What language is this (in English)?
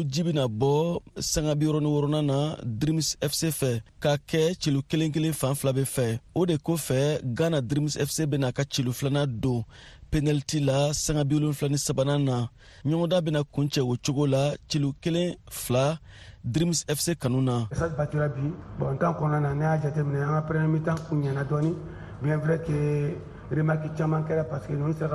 Bambara